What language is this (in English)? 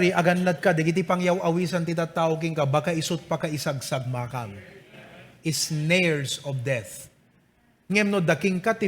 Iloko